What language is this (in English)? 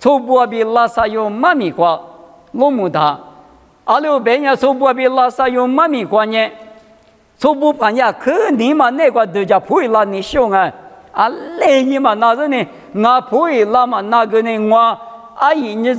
Lisu